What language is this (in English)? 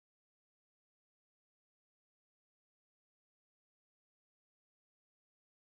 Finnish